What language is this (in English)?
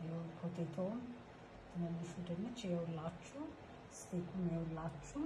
Amharic